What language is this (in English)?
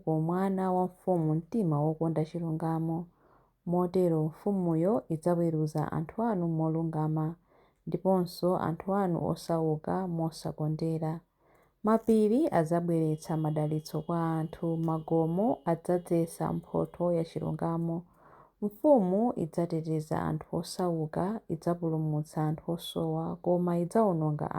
Nyanja